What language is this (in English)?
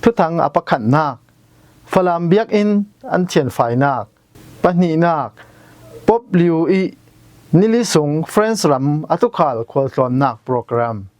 Falam Chin